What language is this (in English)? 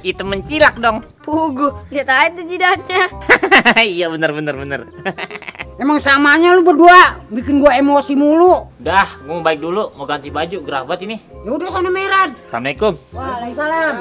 Betawi